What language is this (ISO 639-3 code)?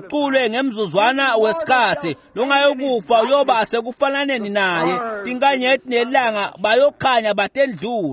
ssw